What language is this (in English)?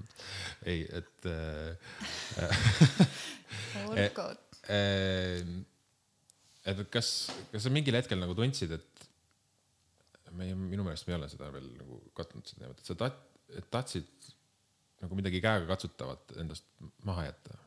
Estonian